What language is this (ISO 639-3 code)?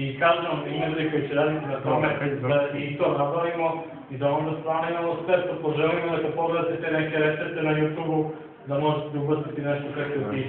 srp